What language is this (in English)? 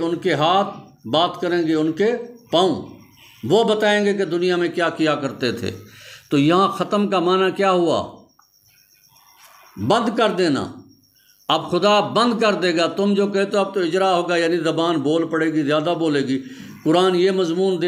Urdu